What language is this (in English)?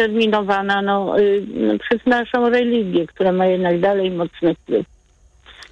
Polish